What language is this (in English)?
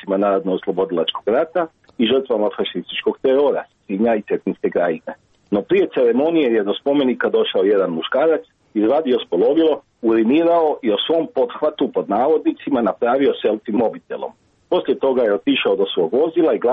Croatian